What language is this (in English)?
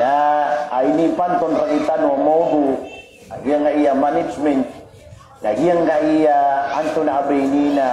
Maranao